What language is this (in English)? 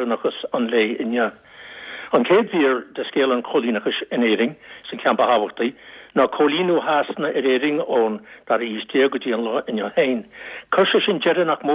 Irish